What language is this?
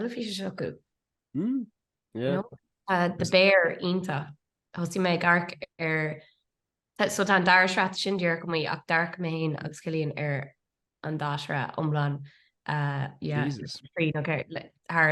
Irish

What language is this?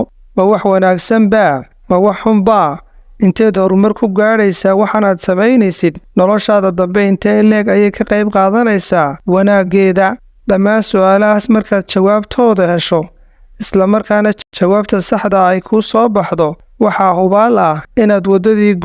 Somali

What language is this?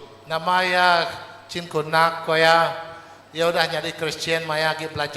Iban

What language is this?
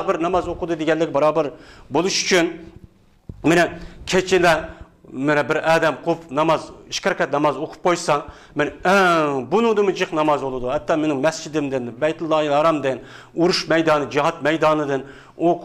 Uyghur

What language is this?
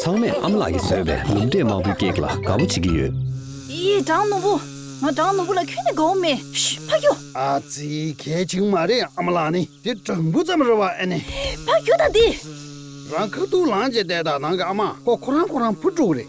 Tibetan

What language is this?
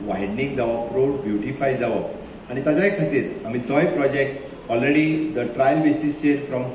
Konkani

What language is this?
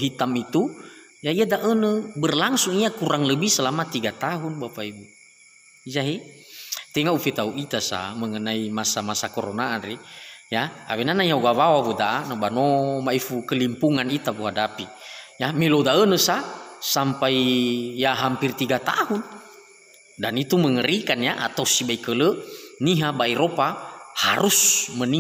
Nias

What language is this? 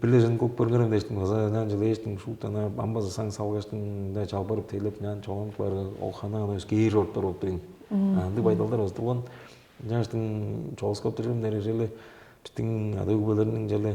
Tuvinian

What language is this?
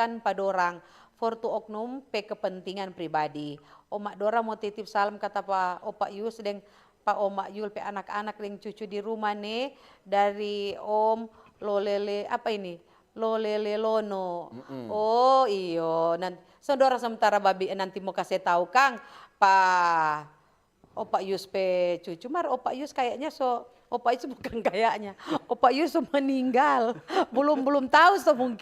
Manado Malay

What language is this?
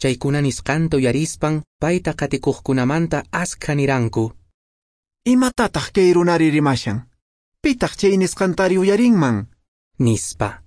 Quechua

